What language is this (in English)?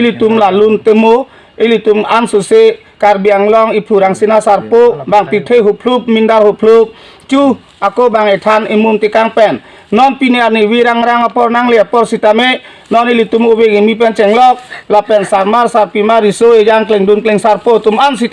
Karbi